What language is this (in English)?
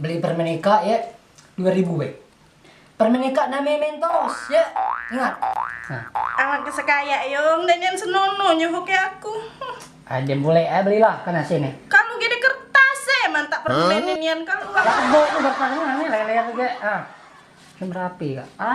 Musi